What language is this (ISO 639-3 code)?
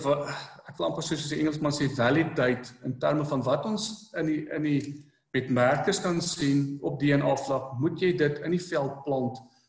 afr